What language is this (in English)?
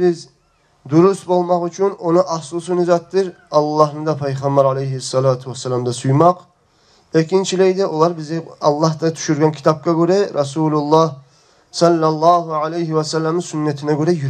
Kumyk